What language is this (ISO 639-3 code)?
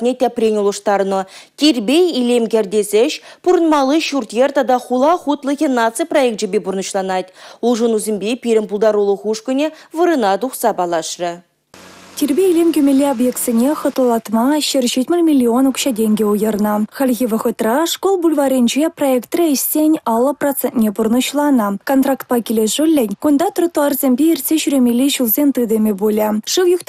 chv